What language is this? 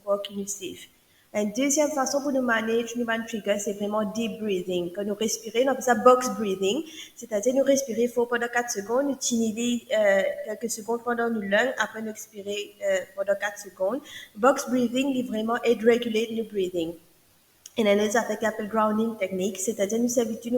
Morisyen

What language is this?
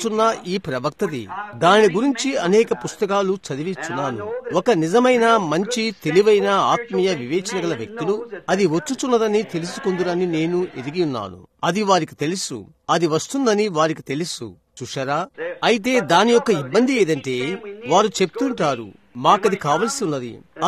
Telugu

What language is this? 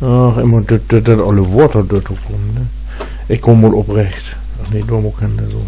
Low German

